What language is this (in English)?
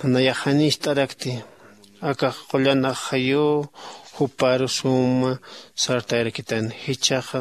Aymara